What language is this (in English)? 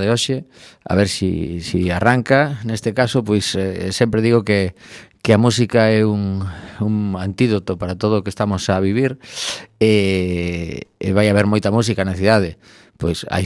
Galician